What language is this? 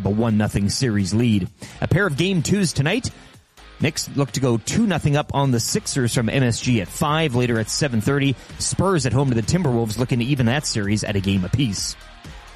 English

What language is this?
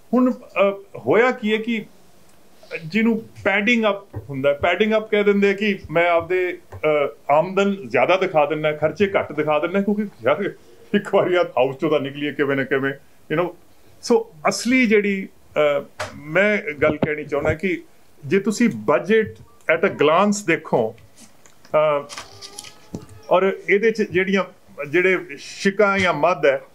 Punjabi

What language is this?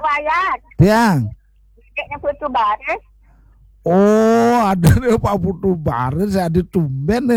Balinese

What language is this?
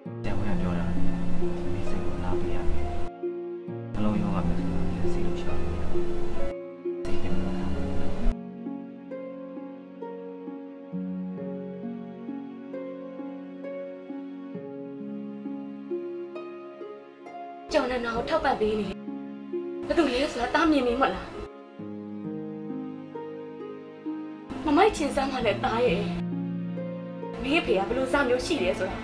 Burmese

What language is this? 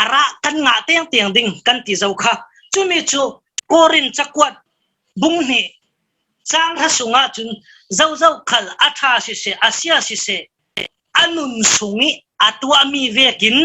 Falam Chin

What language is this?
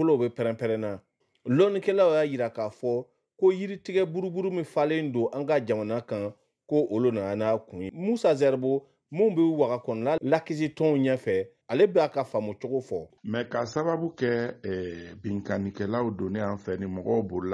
Bambara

